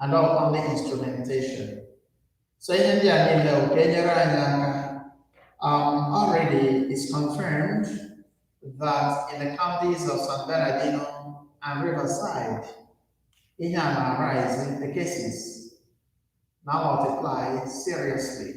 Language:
Igbo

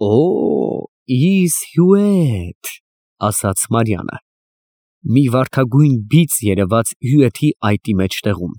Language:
Armenian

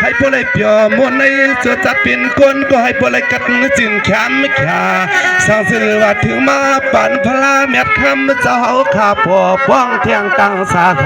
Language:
Shan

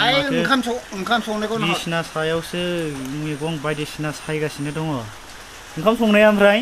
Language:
Bodo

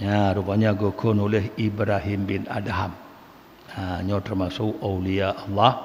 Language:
Achinese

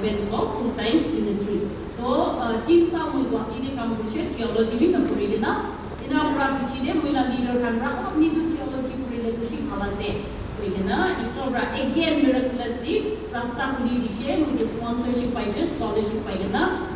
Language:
Naga Pidgin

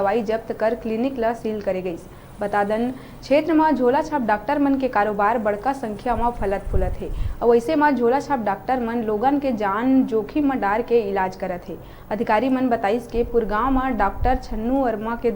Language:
Chhattisgarhi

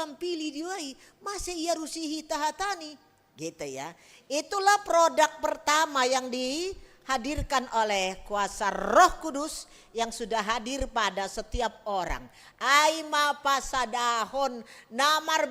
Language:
Batak Simalungun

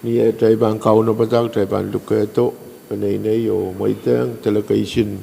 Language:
Pohnpeian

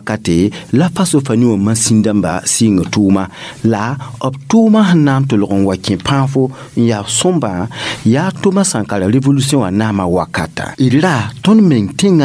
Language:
Mossi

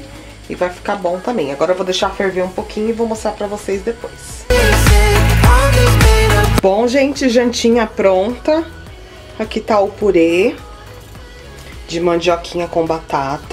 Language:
Portuguese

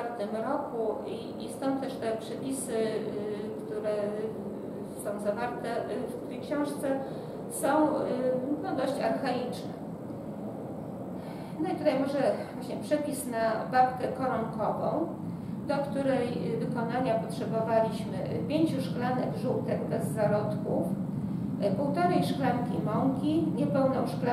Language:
Polish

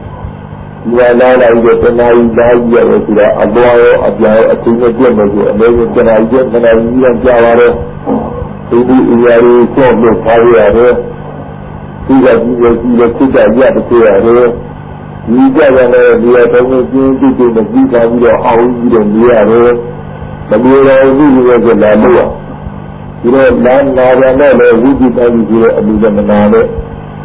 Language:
Burmese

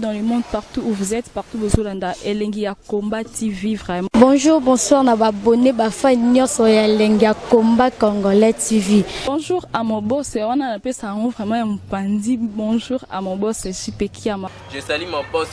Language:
Lingala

